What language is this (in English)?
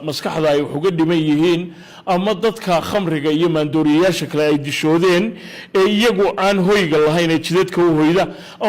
Somali